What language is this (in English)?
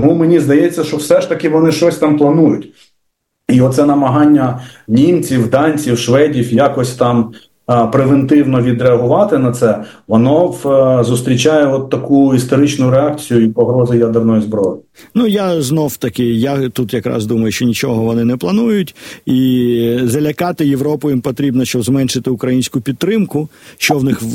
Ukrainian